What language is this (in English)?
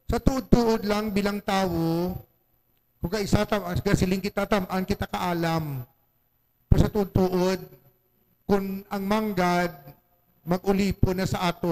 Hiligaynon